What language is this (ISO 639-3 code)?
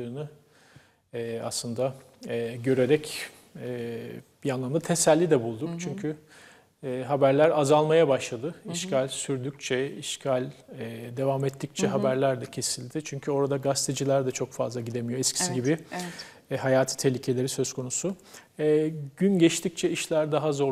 tur